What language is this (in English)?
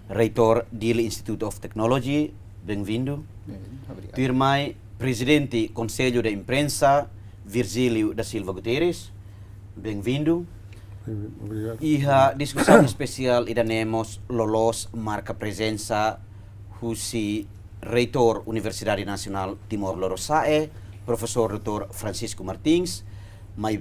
Tetum